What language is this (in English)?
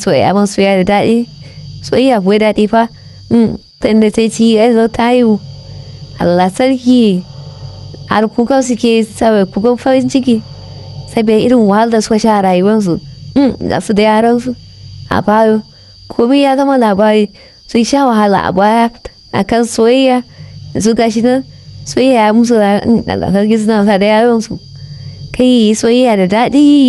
Hausa